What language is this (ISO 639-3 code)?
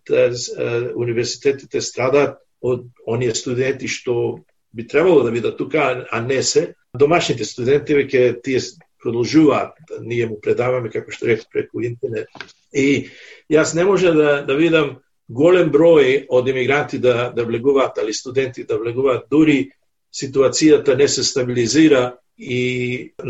mkd